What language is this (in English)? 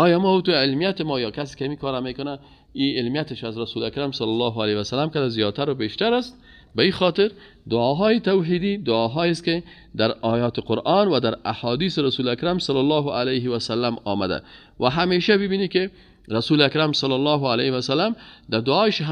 Persian